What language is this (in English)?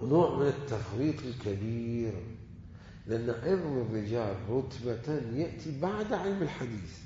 Mesopotamian Arabic